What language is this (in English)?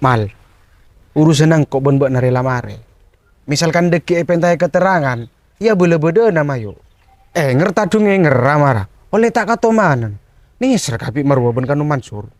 Madurese